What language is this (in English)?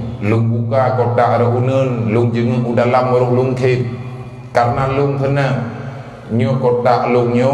Achinese